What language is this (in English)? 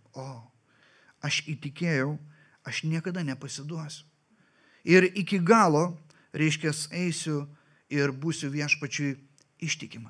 Lithuanian